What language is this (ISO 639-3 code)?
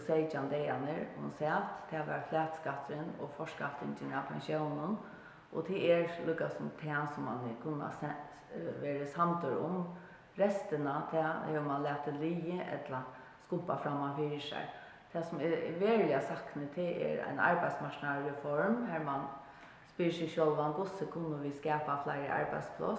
fao